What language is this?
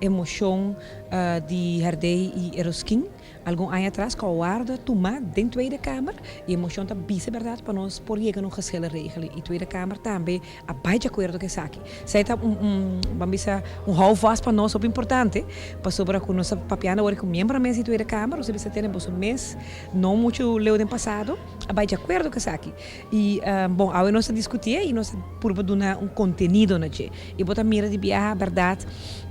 Papiamento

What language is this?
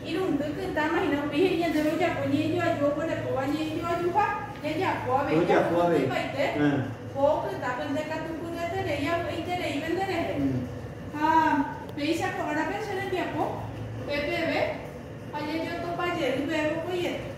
Guarani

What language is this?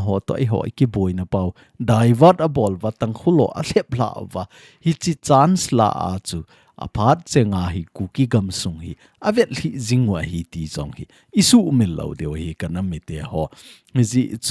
Thado Chin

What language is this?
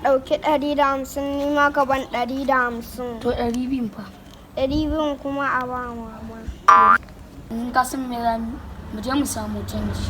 Hausa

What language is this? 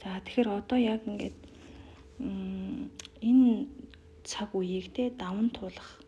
Mongolian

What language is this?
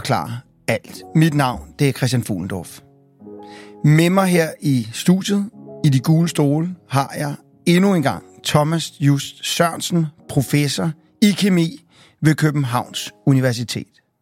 Danish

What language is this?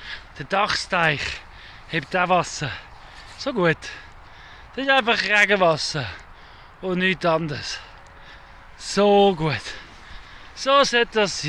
Swiss German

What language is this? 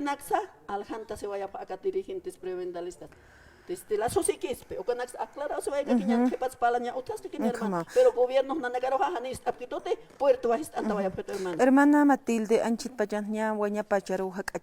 Aymara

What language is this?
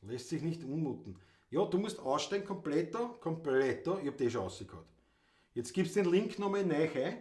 Bavarian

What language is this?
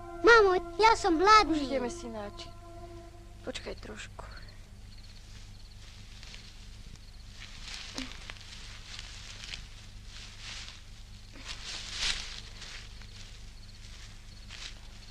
Slovak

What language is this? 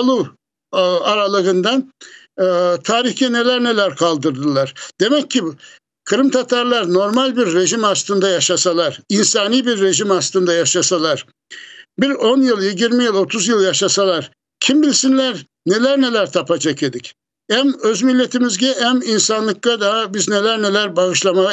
Crimean Tatar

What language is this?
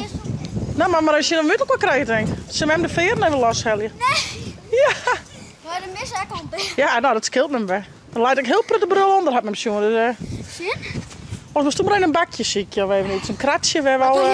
Western Frisian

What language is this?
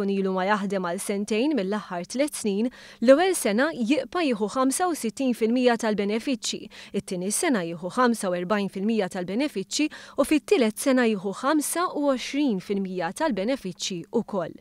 Maltese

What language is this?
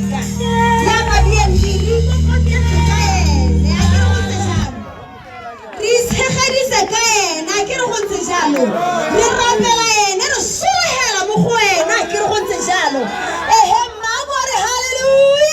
Tswana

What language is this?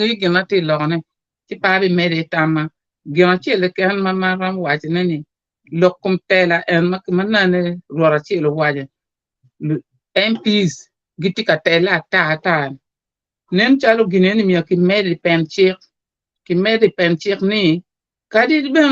Acoli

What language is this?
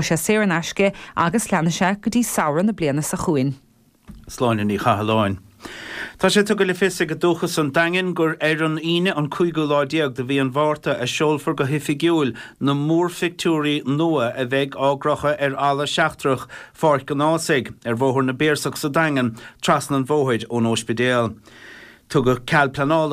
Irish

